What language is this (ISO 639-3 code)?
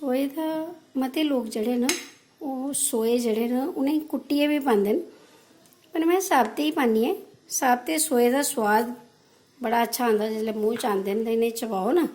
doi